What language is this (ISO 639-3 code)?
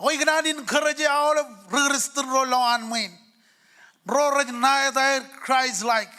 mah